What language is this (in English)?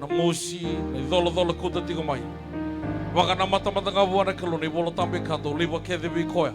Fijian